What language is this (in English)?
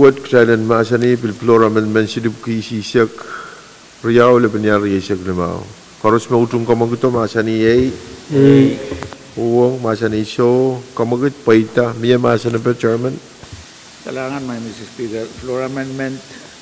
Pohnpeian